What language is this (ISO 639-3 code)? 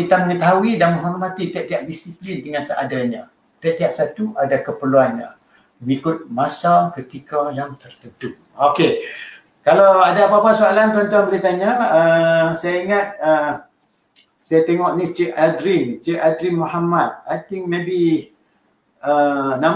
msa